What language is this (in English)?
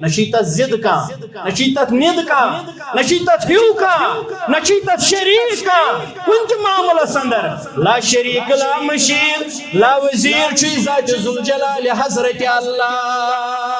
Kashmiri